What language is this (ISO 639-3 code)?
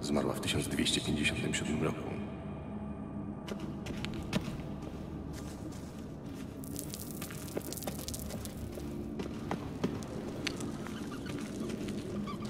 pol